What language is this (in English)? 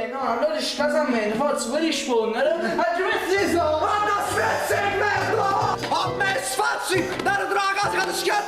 Neapolitan